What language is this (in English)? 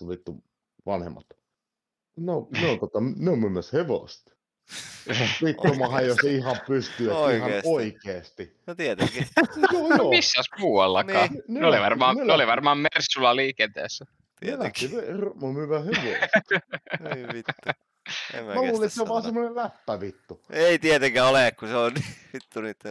Finnish